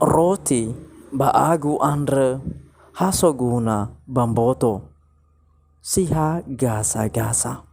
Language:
Nias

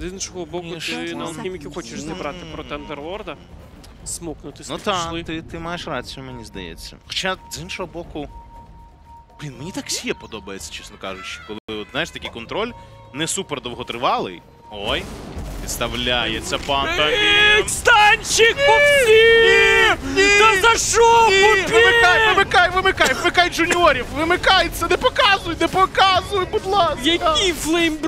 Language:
Ukrainian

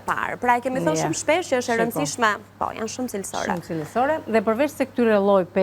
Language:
Albanian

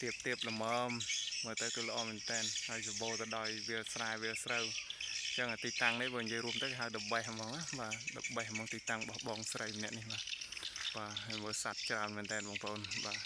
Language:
Khmer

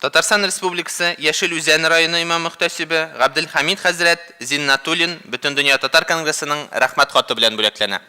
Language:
Tatar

